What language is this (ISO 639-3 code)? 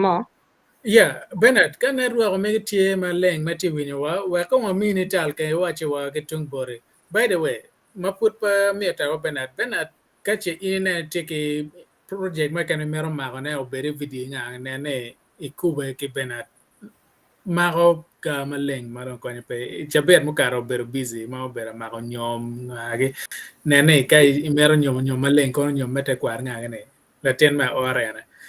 ach